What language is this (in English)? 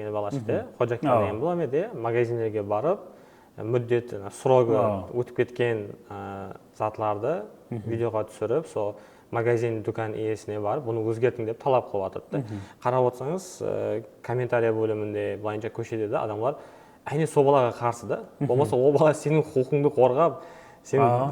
Kara-Kalpak